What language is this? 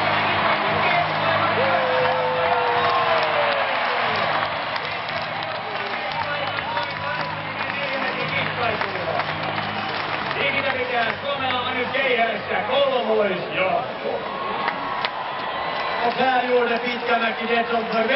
Finnish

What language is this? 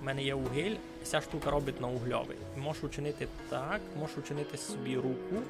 Rusyn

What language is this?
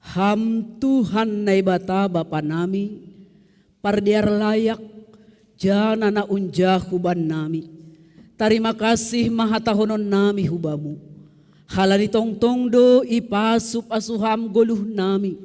Batak Simalungun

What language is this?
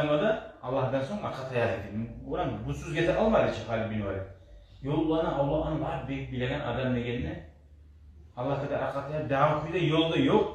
Kumyk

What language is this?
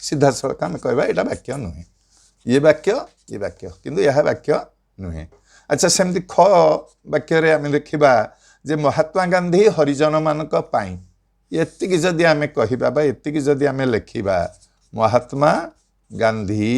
Odia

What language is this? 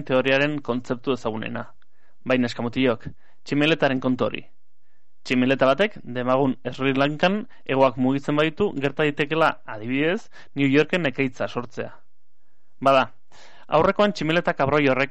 Basque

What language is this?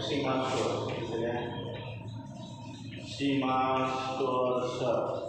Marathi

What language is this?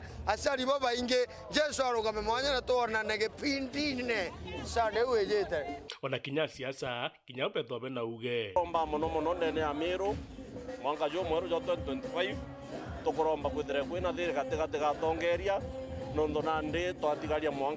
Meru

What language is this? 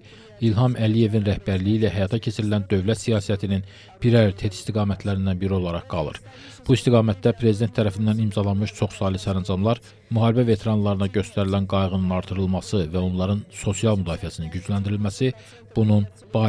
Azerbaijani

